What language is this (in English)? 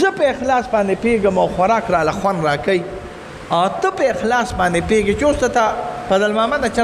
Pashto